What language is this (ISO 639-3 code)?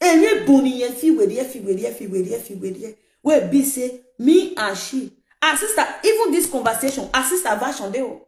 pcm